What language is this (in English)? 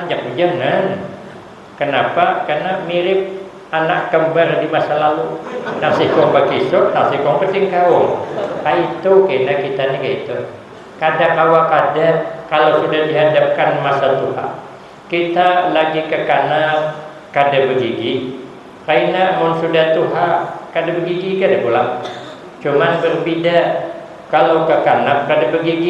Banjar